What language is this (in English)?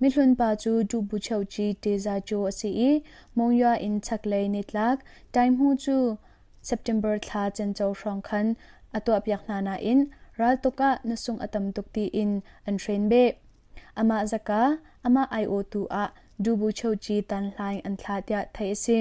Hakha Chin